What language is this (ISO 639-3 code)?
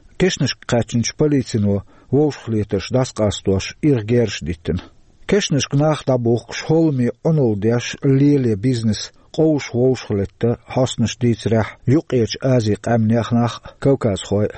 che